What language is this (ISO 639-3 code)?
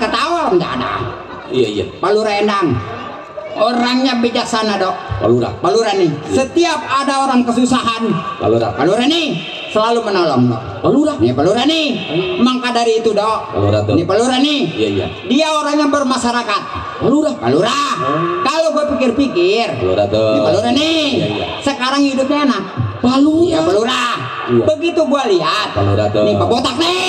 bew